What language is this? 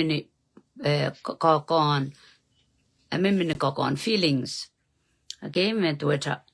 Pohnpeian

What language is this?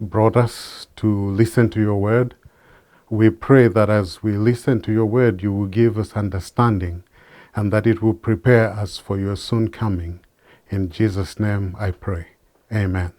English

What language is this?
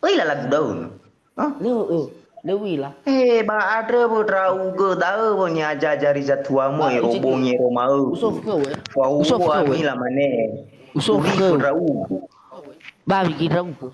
Nias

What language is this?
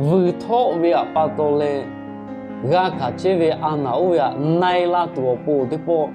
Lahu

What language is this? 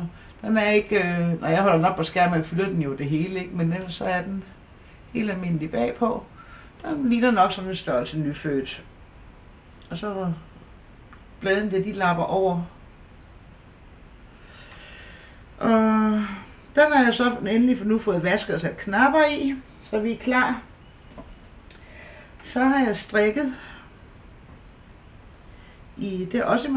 Danish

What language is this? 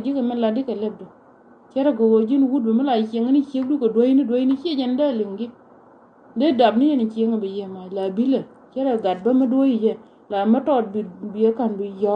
Nuer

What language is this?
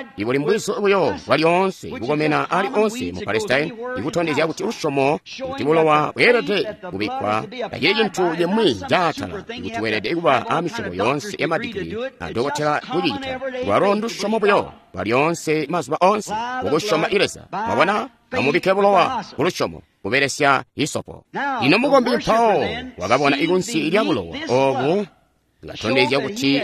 Tonga (Zambia)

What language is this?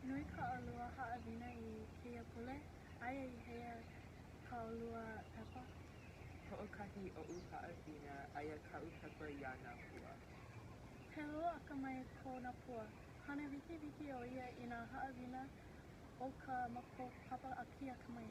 Hawaiian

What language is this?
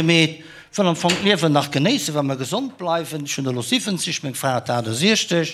Luxembourgish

